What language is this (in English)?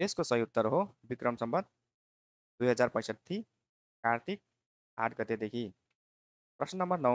Nepali